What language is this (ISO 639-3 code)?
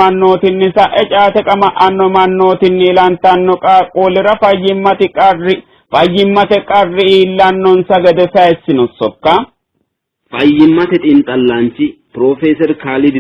sid